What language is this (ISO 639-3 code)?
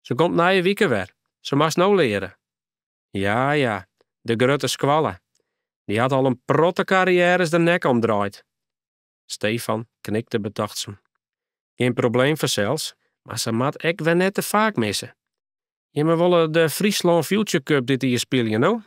fry